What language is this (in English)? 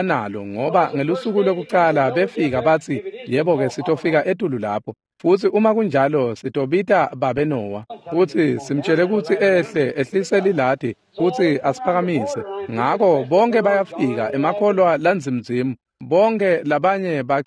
Swati